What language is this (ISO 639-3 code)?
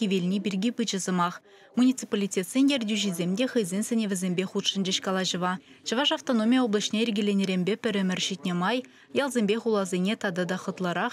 chv